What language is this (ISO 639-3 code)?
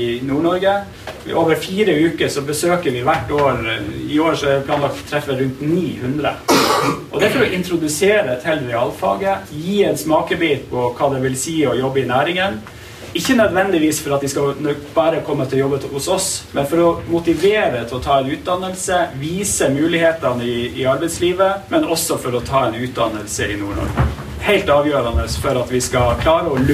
nor